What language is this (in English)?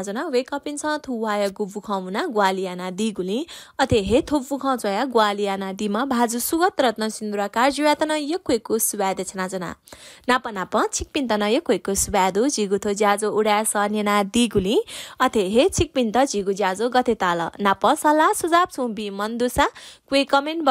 Newari